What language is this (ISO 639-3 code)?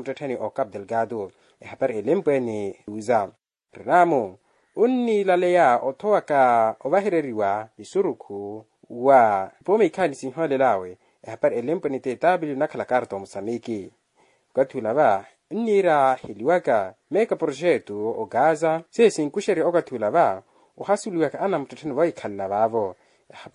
vmw